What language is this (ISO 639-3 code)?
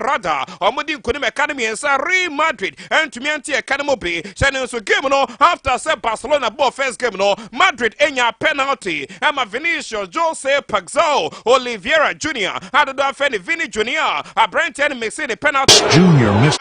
aka